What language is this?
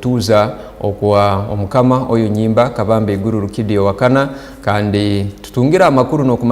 Tooro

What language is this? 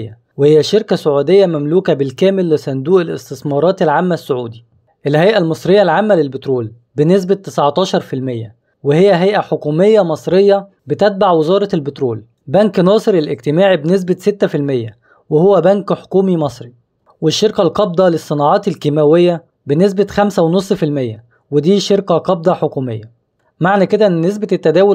Egyptian Arabic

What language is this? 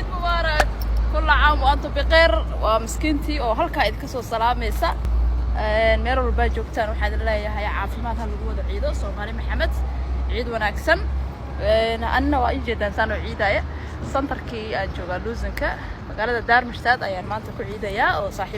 Somali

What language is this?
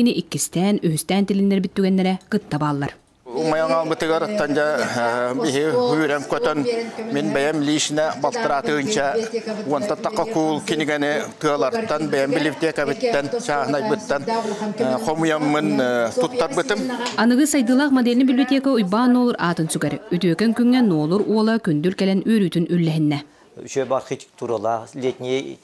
Yakut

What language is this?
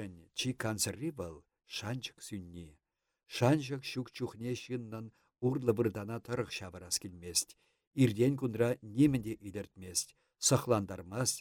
Chuvash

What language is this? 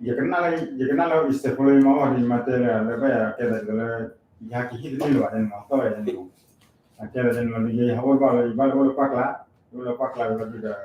S'gaw Karen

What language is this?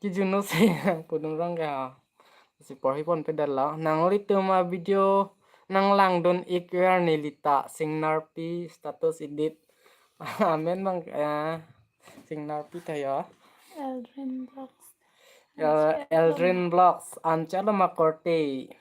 Karbi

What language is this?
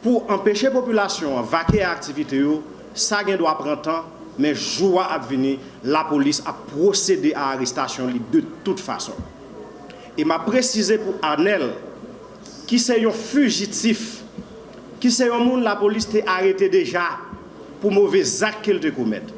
Haitian Creole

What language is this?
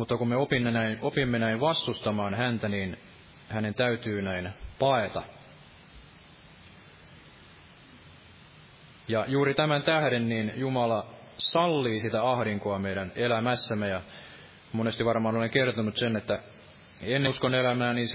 Finnish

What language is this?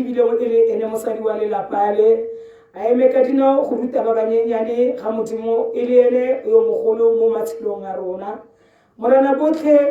Tswana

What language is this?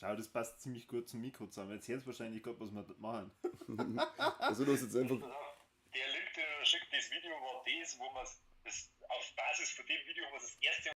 Bavarian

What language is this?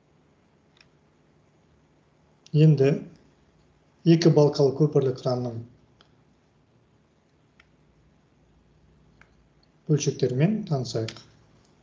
Kazakh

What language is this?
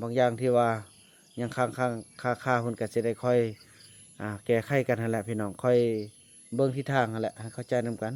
Lao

